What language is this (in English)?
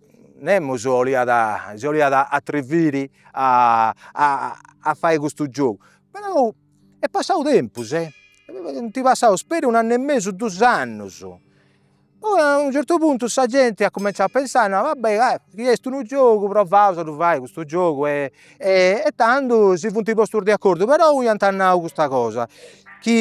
Sardinian